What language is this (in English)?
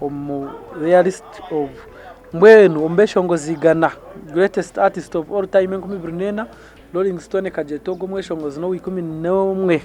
Nyankole